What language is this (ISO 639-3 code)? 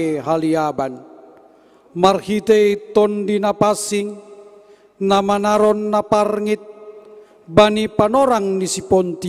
bts